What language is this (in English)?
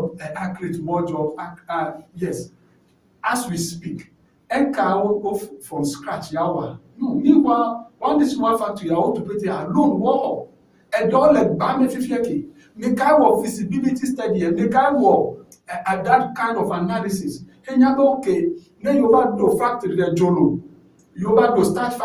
Ewe